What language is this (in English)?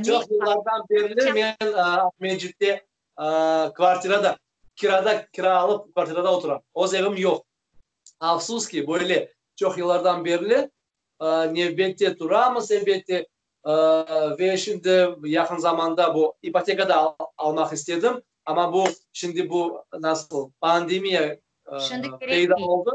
Crimean Tatar